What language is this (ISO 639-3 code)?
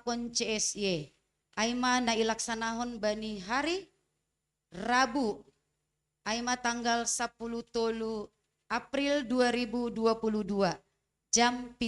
bts